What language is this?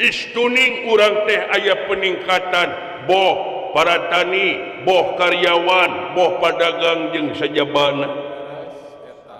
Sundanese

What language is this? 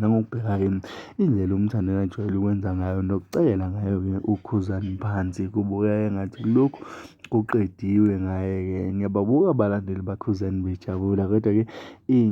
Zulu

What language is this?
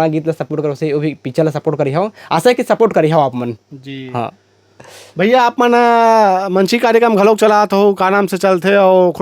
Chhattisgarhi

